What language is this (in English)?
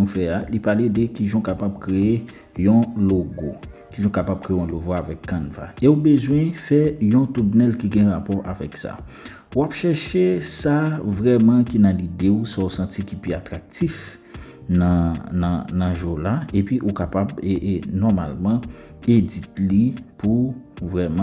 Haitian Creole